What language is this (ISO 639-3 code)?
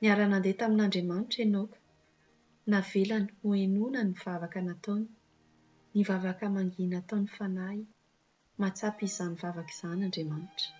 mlg